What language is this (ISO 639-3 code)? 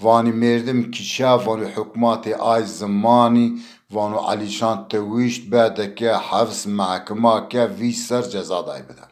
zza